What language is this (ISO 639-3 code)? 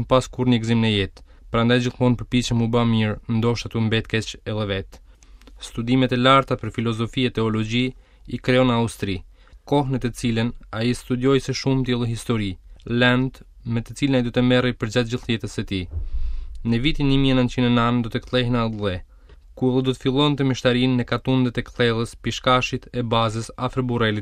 sqi